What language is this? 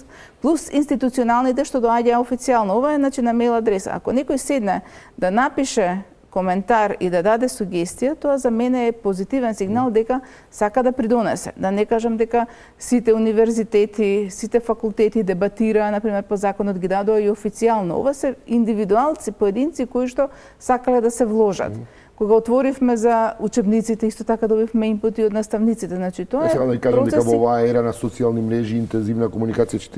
Macedonian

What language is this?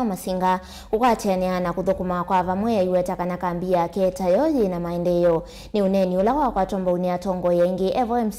Kamba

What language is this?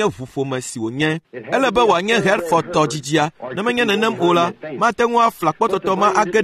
Ewe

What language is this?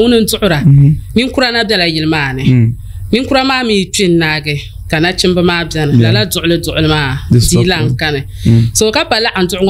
Dagbani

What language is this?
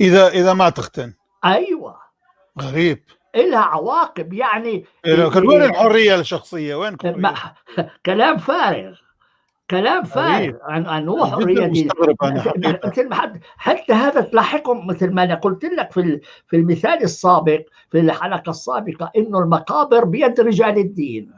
North Levantine Arabic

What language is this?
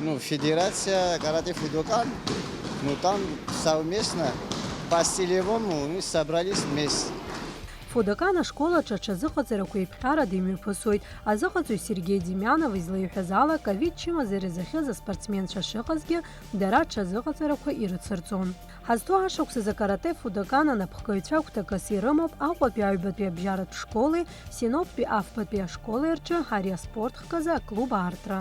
Abkhazian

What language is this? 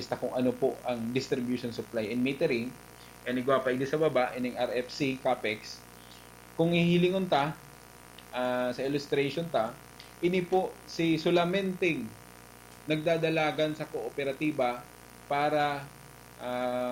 Bikol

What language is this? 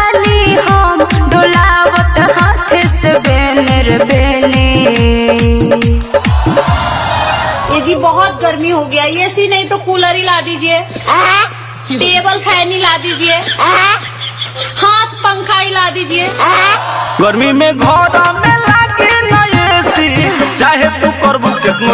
Bhojpuri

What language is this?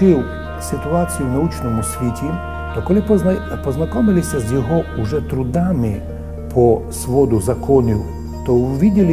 Rusyn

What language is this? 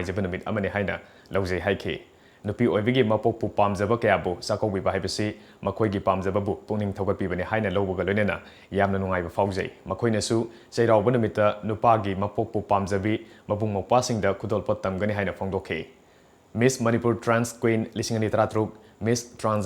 Manipuri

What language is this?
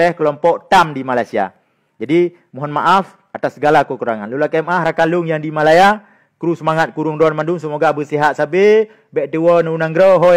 Achinese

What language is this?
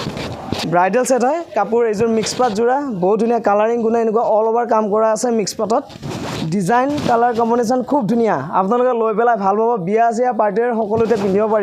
Assamese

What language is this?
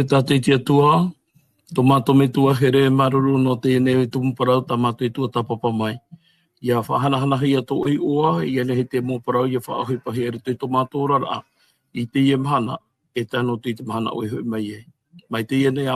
Tahitian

